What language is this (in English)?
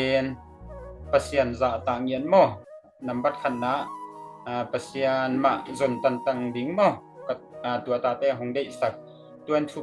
Tedim Chin